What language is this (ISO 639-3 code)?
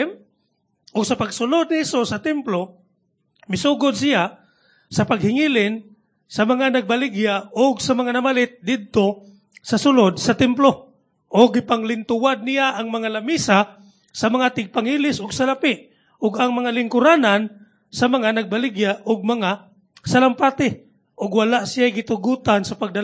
ceb